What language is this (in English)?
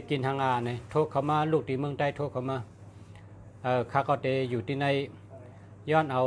Shan